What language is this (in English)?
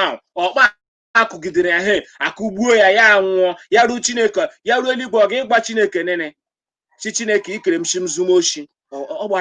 Igbo